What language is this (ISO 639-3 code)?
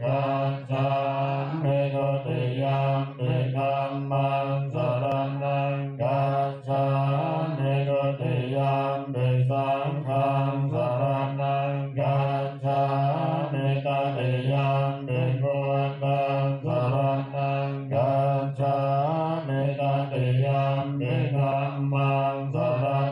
pli